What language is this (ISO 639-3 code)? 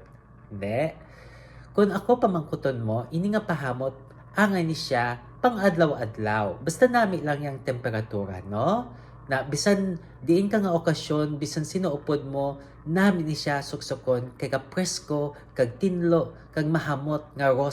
hil